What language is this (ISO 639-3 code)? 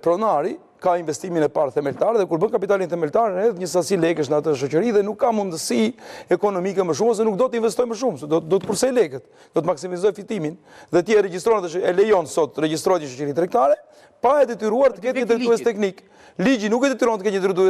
sqi